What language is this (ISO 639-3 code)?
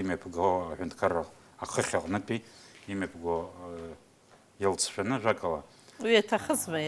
abk